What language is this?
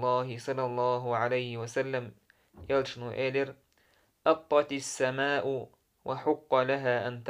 Chechen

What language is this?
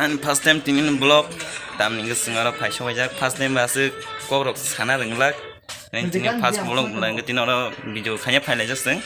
Kok Borok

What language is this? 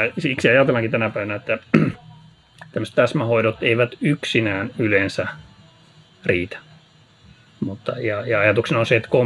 Finnish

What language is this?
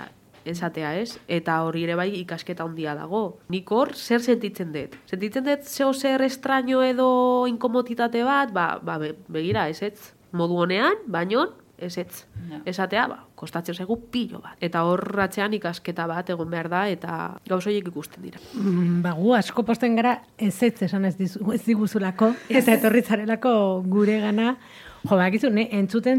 Basque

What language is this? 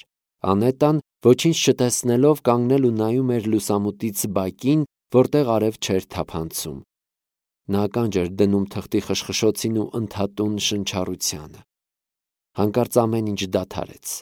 Armenian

